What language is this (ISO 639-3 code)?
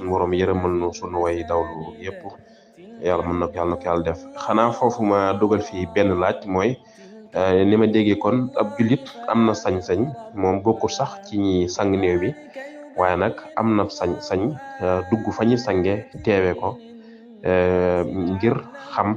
wol